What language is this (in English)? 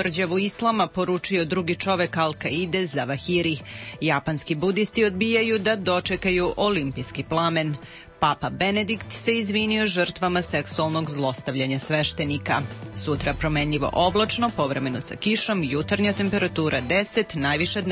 Serbian